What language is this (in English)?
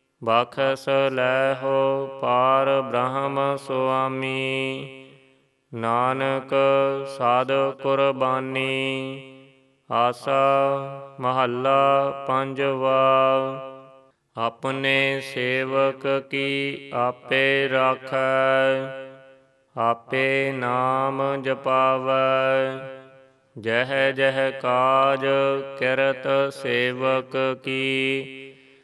Punjabi